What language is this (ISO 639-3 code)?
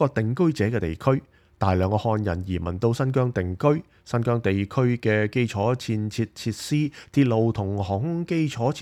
yue